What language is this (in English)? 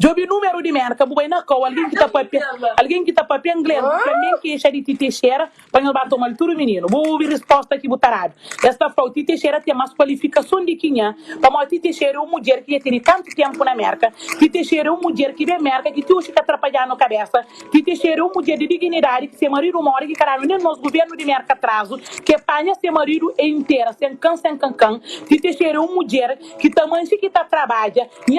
Kabuverdianu